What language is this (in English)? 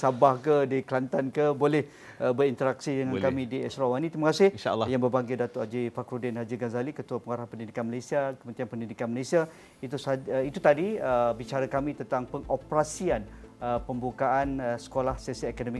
Malay